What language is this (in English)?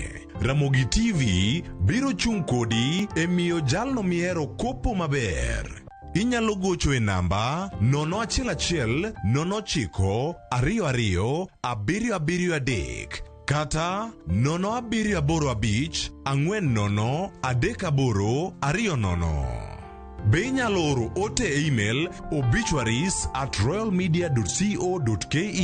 Luo (Kenya and Tanzania)